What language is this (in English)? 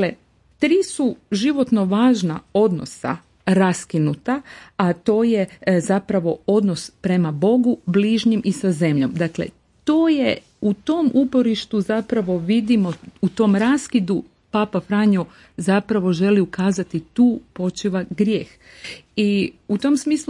Croatian